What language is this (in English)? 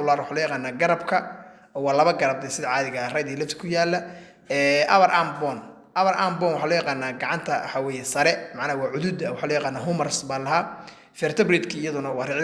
Somali